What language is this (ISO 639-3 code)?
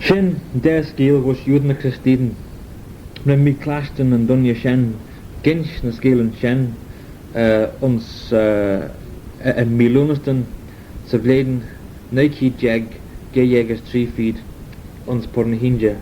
glv